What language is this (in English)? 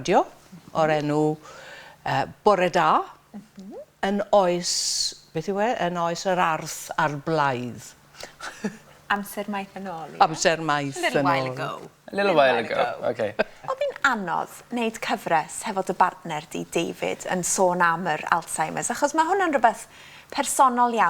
Welsh